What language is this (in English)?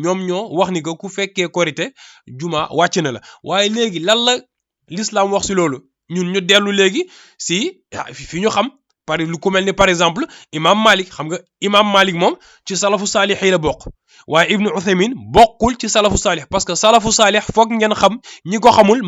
Wolof